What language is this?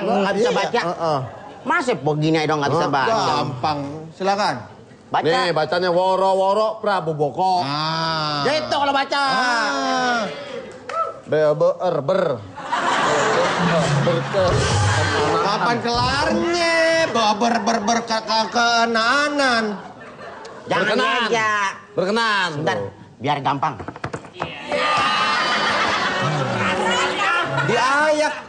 Indonesian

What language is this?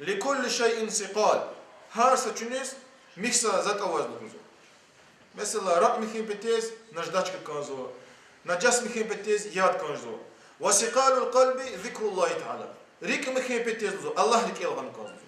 Lezghian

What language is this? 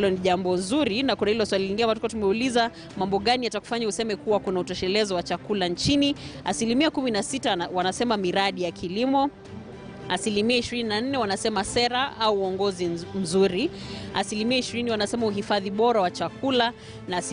Swahili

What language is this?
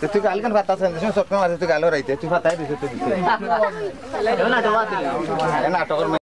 Sylheti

